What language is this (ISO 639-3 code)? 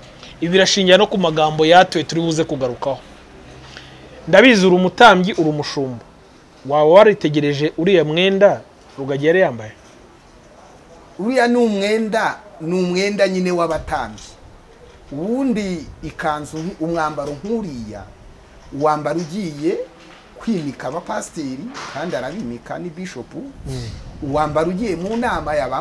kin